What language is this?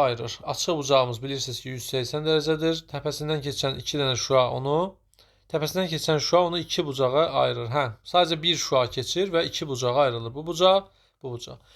Azerbaijani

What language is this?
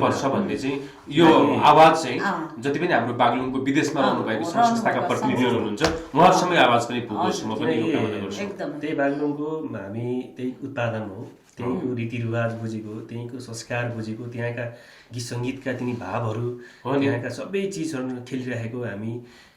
Nepali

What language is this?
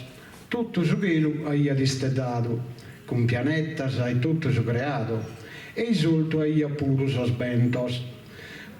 Sardinian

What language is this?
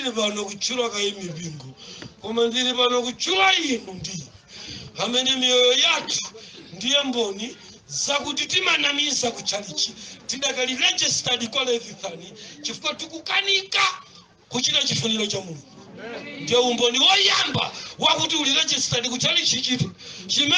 Nyanja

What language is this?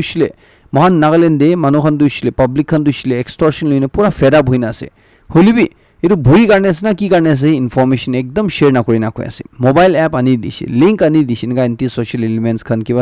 Naga Pidgin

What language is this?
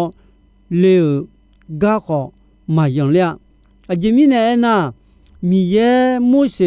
Akha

